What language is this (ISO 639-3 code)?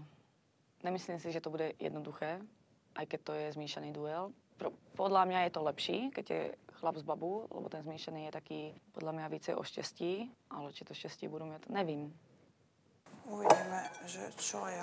slk